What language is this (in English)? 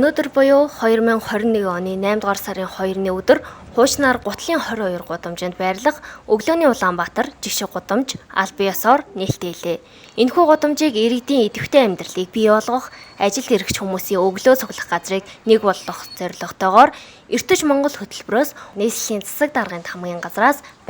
Mongolian